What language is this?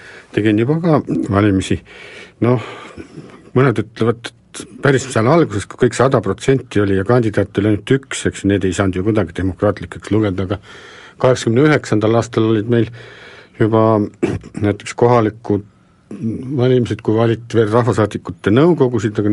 Estonian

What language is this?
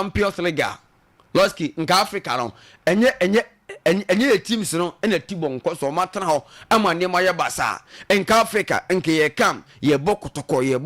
Akan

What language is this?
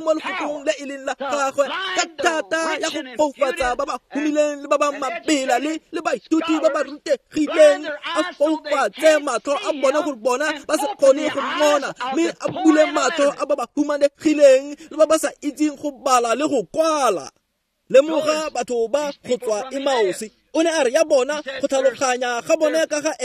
Tswana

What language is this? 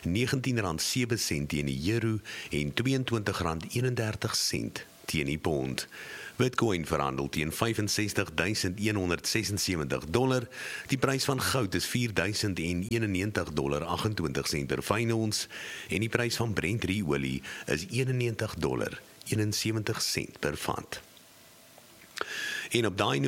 Afrikaans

